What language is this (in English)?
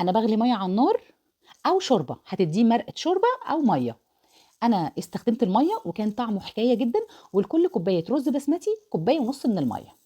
Egyptian Arabic